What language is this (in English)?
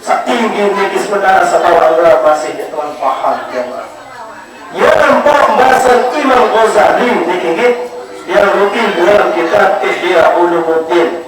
Sasak